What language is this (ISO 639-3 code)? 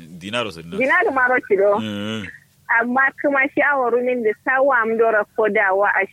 kau